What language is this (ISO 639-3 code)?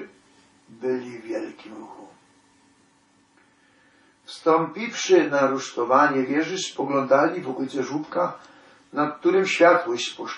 pol